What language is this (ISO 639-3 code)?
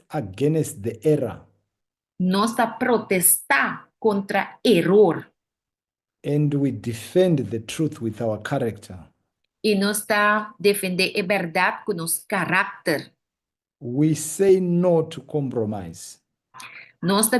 pap